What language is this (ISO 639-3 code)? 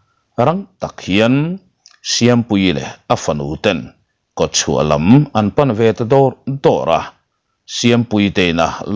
lus